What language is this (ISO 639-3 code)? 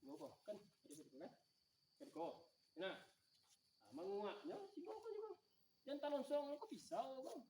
min